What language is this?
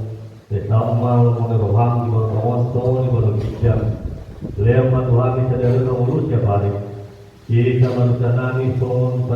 Batak Toba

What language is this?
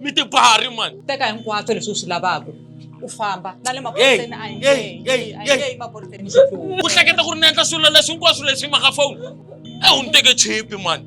Tsonga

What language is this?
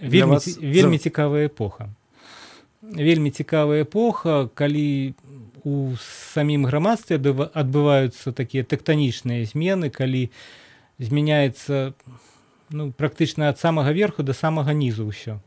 Belarusian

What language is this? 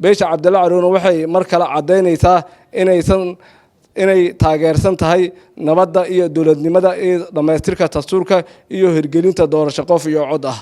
Somali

